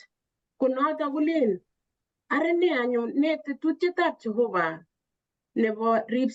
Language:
Kalenjin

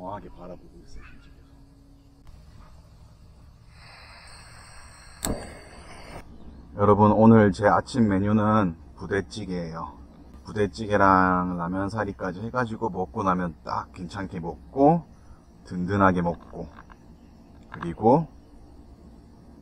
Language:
Korean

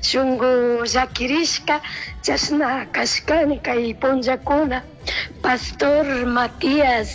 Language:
Chimborazo Highland Quichua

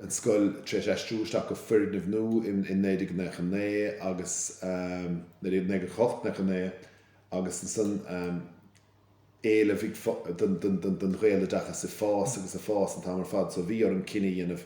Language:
Irish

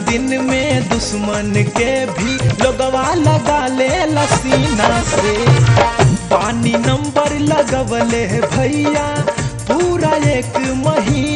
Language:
Bhojpuri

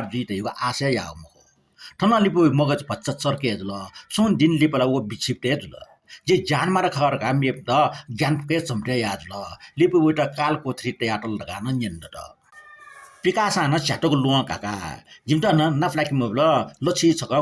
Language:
Newari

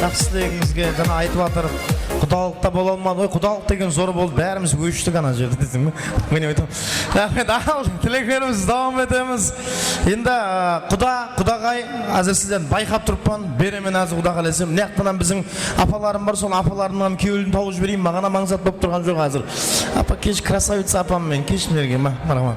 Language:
Kara-Kalpak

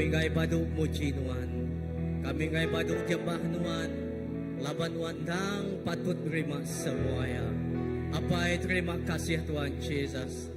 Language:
Iban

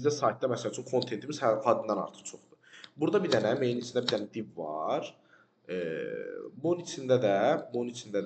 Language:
Azerbaijani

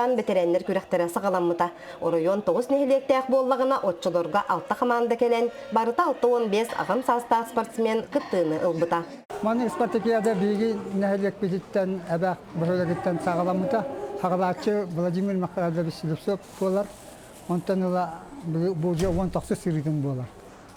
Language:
Yakut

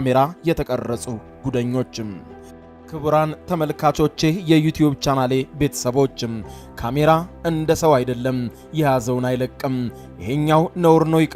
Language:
Amharic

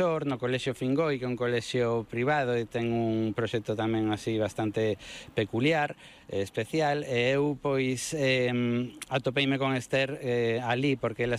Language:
Galician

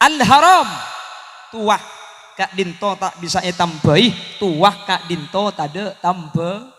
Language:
Madurese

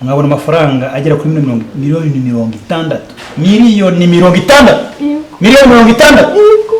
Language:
Kinyarwanda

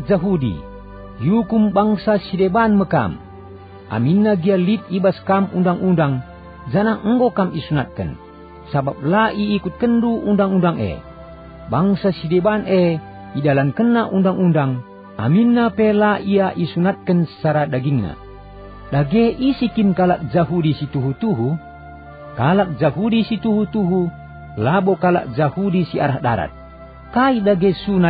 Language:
Batak Karo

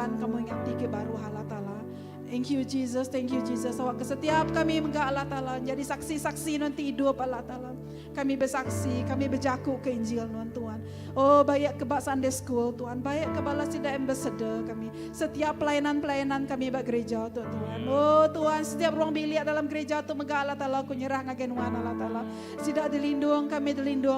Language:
Iban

